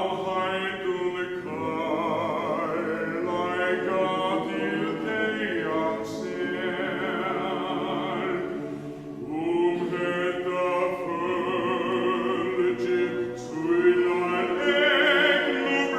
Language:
Faroese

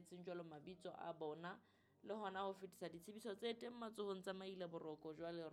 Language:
Southern Sotho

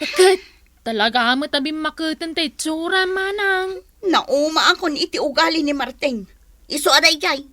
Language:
Iloko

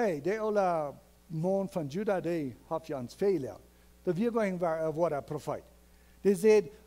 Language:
Plautdietsch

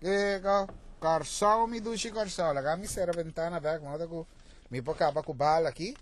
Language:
Papiamento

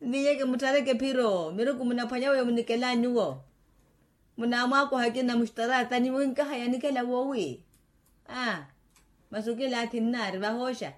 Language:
Makhuwa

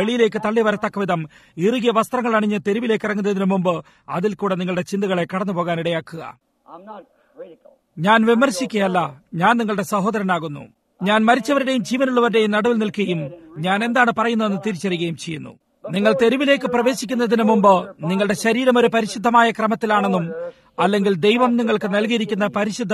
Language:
Malayalam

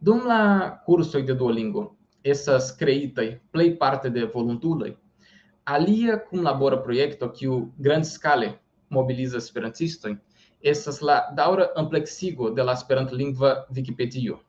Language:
Esperanto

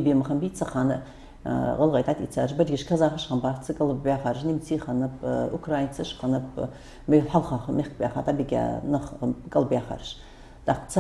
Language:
Ingush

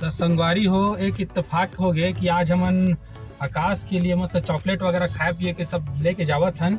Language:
Chhattisgarhi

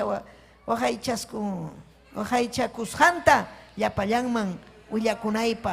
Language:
Ayacucho Quechua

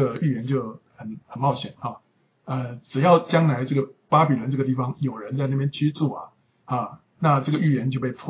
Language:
Chinese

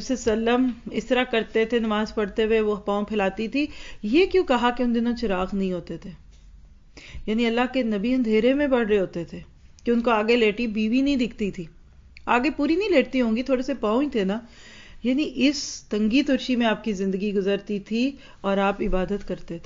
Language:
Urdu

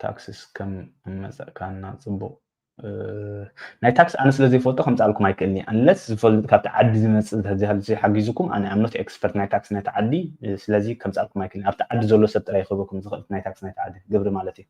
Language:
Tigrinya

